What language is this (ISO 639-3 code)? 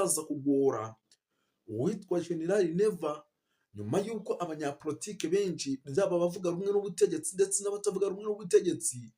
kin